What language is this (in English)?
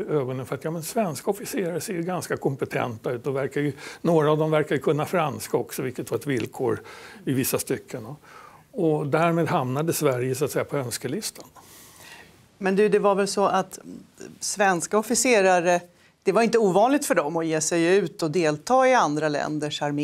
Swedish